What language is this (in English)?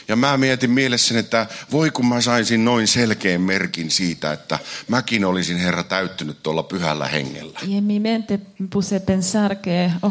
Finnish